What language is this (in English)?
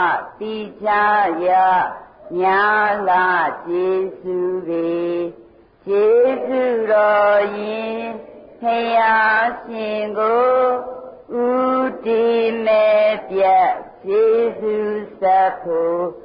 Burmese